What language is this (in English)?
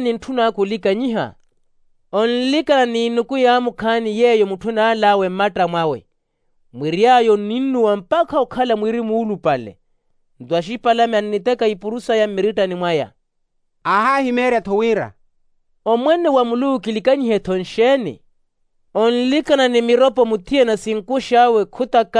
Makhuwa